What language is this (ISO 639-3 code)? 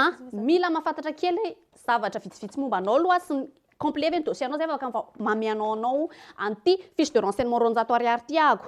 mlg